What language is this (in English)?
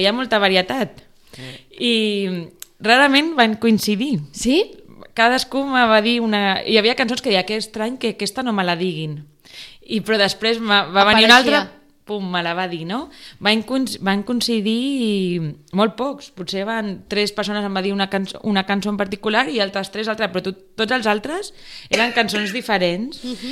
Catalan